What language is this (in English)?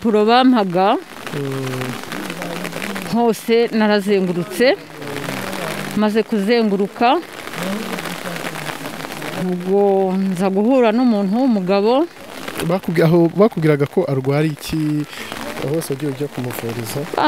Kinyarwanda